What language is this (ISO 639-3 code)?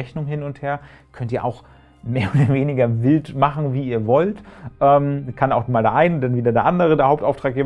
deu